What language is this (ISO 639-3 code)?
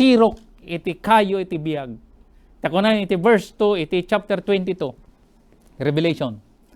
ilo